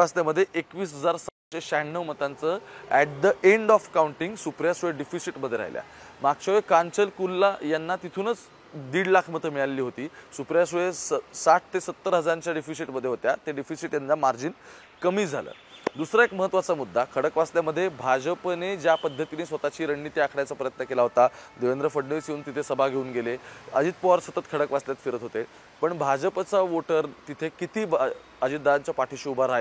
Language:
Marathi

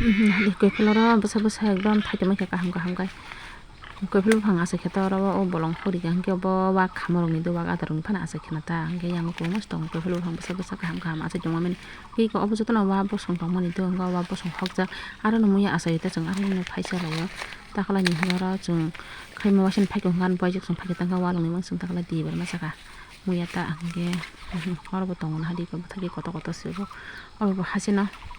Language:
Kok Borok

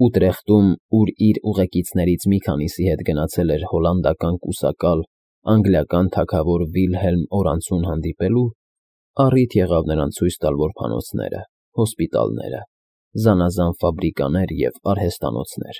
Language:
Armenian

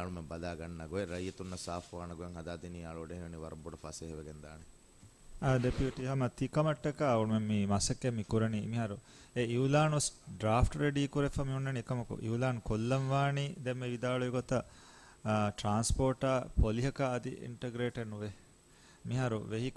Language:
Divehi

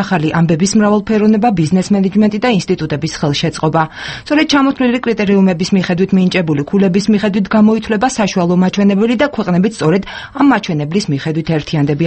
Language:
Georgian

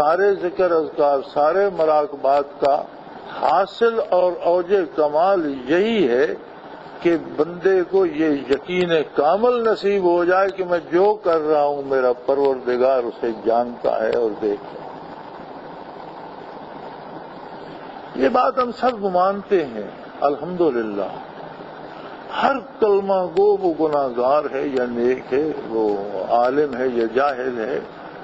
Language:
Urdu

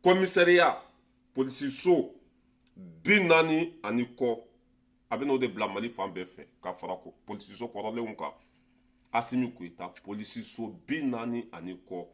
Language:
Bambara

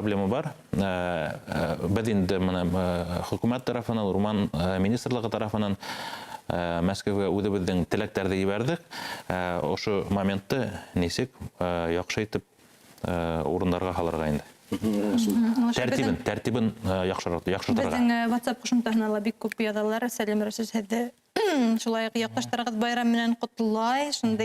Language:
Bashkir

